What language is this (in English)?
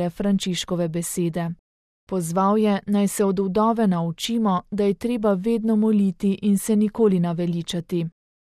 Slovenian